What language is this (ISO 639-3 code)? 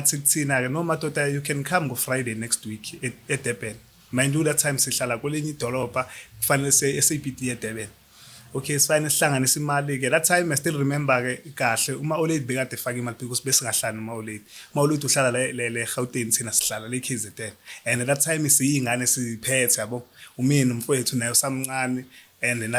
zul